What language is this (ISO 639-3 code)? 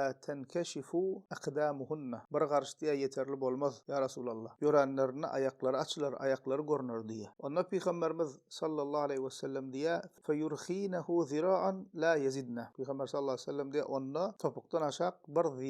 tuk